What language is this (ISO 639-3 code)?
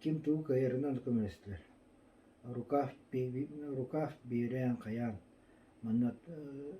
sah